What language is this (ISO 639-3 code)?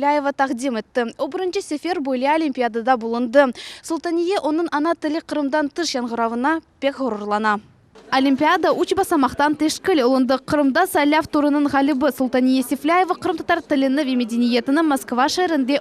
crh